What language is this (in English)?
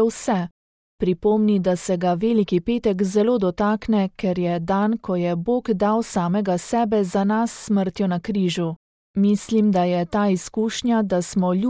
Slovenian